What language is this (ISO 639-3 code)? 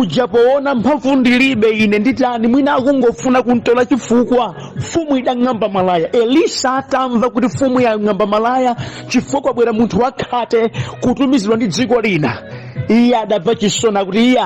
nya